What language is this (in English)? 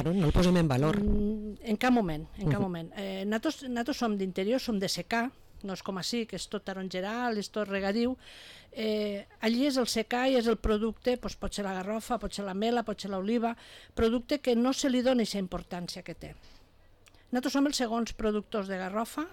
Catalan